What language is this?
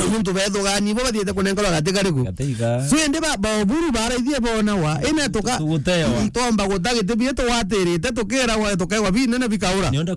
Meru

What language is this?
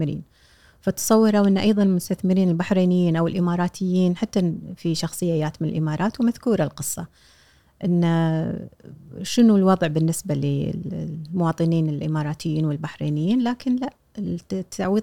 Gulf Arabic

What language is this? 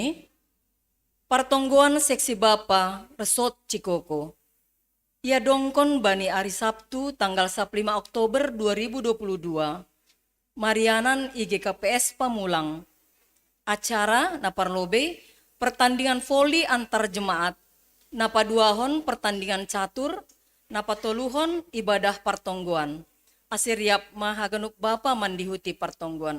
Batak Simalungun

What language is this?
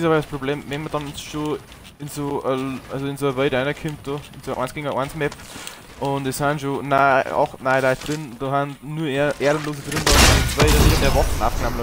Bavarian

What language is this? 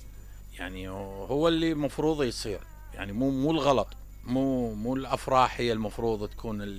Mesopotamian Arabic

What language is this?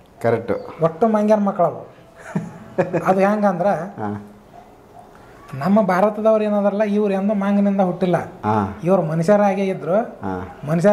Kannada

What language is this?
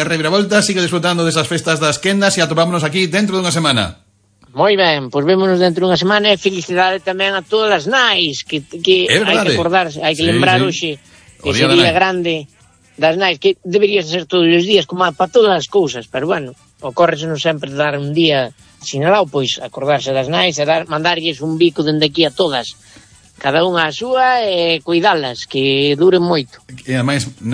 Galician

